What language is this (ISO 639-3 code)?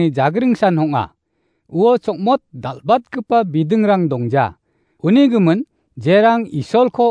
grt